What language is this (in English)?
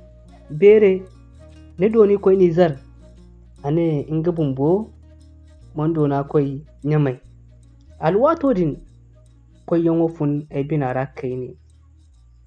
Zarma